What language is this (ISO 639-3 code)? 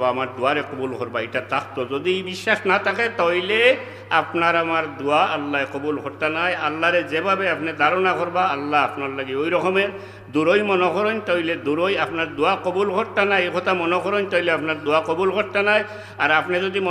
syl